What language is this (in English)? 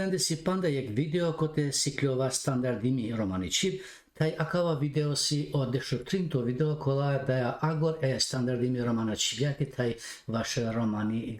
Balkan Romani